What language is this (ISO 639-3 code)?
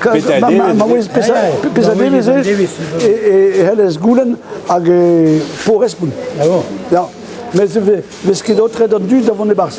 bre